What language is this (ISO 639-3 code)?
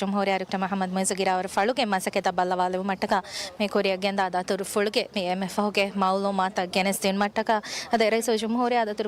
div